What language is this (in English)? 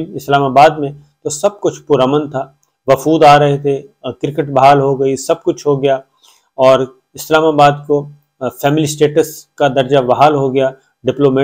Urdu